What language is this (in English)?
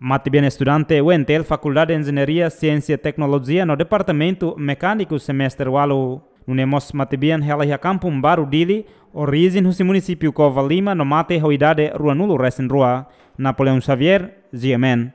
Tetum